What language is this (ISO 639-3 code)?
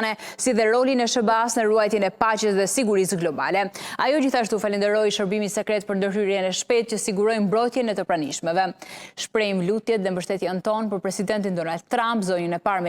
sqi